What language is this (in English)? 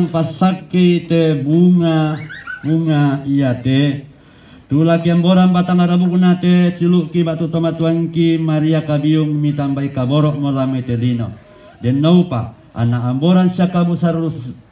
Toraja-Sa'dan